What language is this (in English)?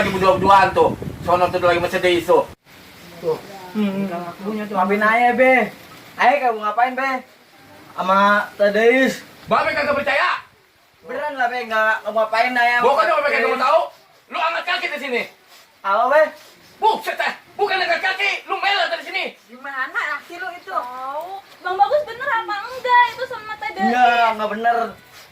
Betawi